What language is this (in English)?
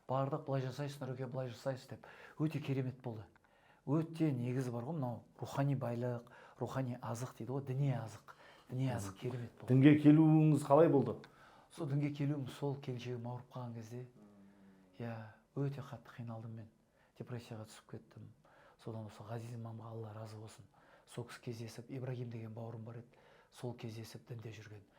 Kazakh